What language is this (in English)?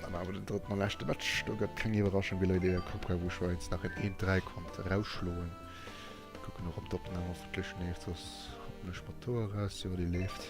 Luxembourgish